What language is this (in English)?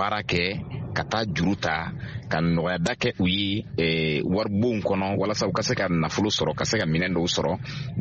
Bambara